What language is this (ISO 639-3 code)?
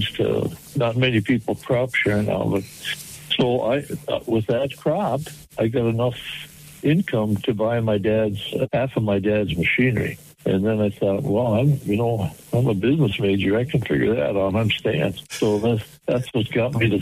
eng